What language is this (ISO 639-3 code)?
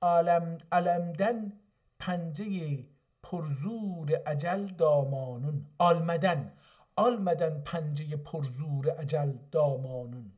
azb